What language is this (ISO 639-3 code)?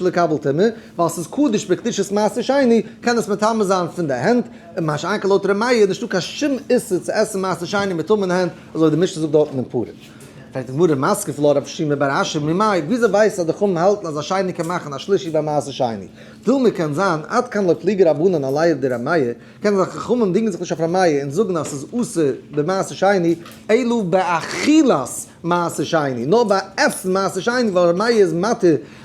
yid